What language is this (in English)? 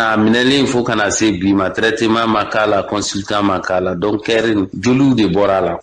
Bambara